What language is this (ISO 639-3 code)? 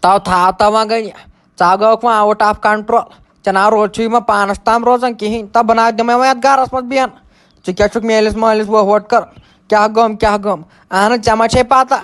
kas